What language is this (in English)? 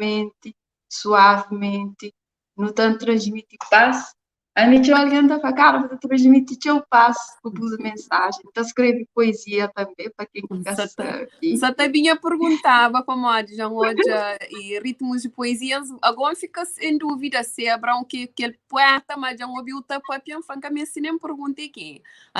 Kabuverdianu